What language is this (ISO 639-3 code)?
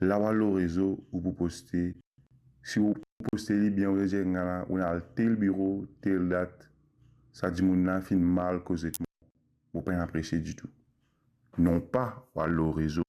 mfe